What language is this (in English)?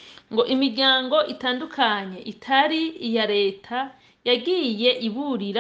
Rundi